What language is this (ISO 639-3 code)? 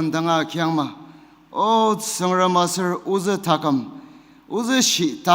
njo